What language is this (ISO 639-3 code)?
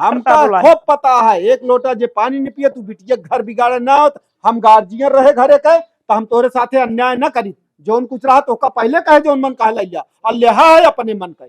awa